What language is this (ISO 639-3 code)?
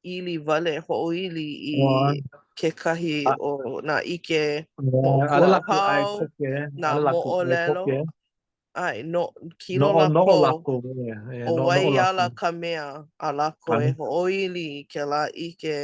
haw